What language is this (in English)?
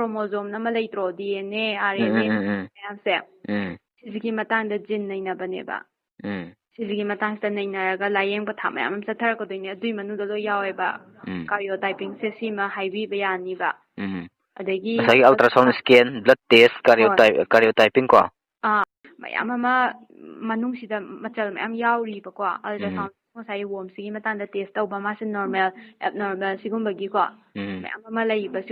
Manipuri